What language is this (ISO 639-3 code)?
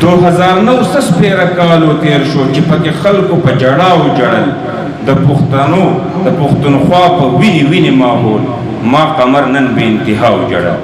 pus